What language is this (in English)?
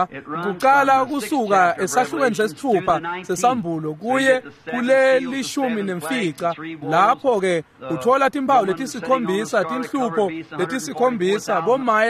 Swati